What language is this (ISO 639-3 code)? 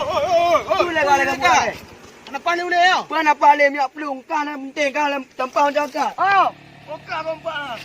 ace